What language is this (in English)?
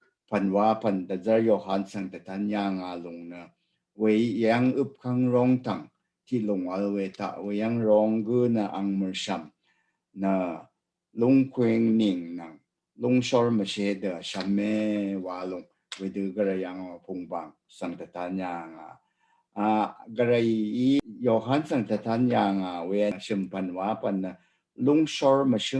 Rawang